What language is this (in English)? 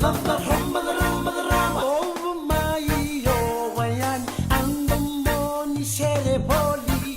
Fijian